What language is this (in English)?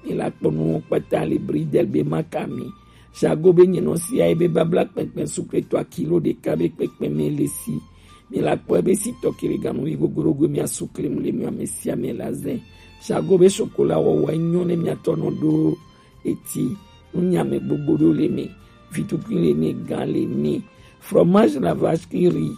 Gen